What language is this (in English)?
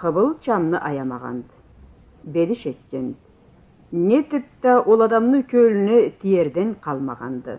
Karachay-Balkar